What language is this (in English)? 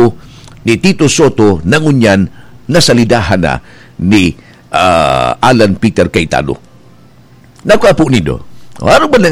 Bikol